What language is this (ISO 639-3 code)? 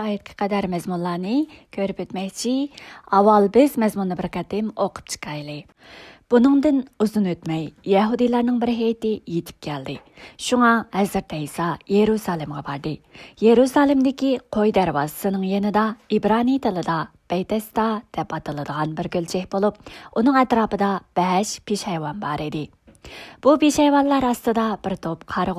uig